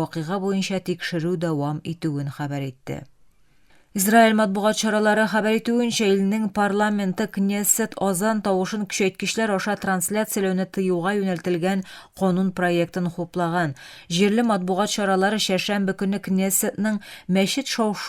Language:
Tatar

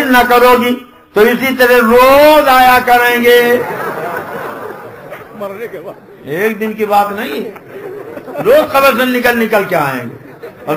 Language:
Urdu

